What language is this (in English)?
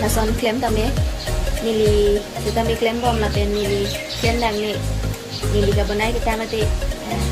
Karbi